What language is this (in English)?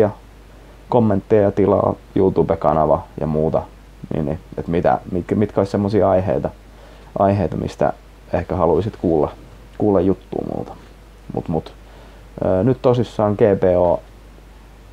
Finnish